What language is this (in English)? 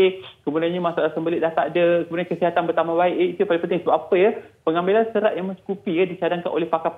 Malay